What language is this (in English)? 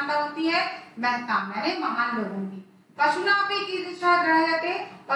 Hindi